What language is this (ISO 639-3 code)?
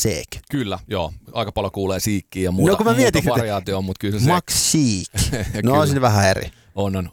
fin